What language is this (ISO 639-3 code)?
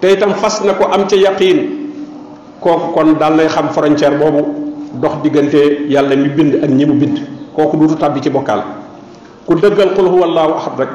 wol